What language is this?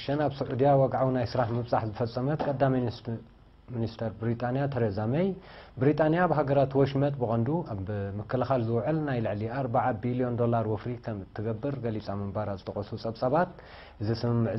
Tigrinya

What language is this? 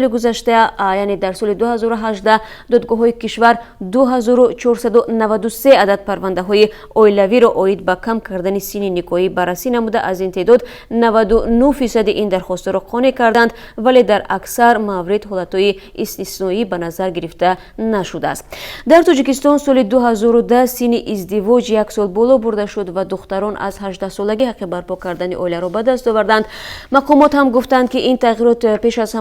Tajik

